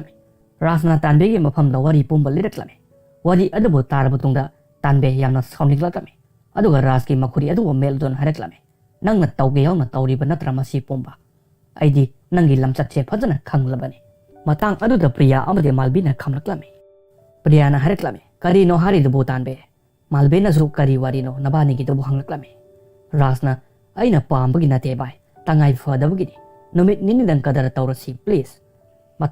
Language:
Manipuri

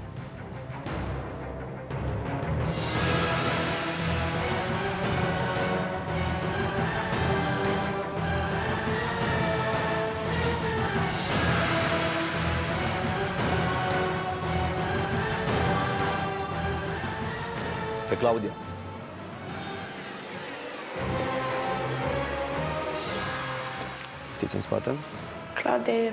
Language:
Romanian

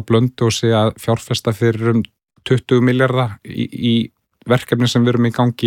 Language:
Icelandic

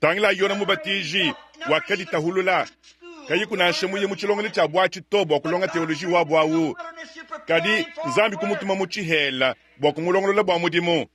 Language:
Luba-Lulua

